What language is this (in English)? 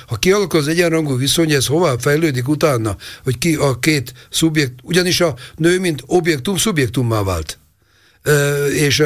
Hungarian